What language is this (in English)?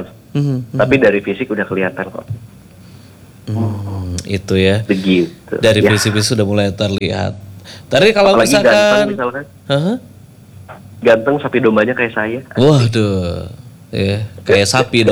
Indonesian